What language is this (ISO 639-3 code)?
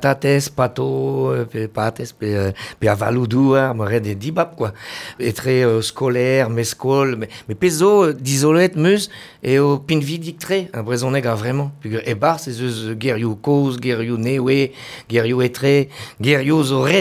bre